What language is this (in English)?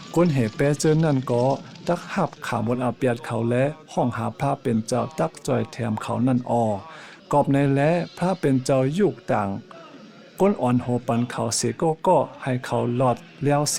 Shan